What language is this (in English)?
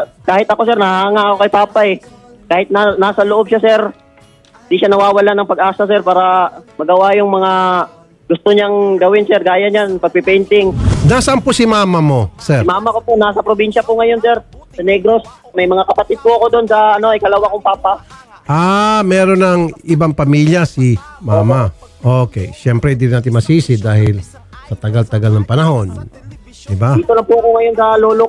Filipino